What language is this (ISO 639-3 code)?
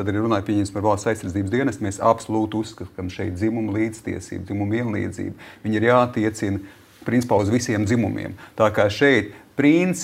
lav